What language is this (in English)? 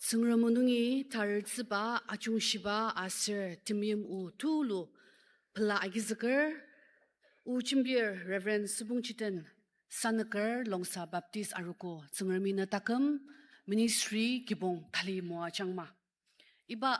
Ao Naga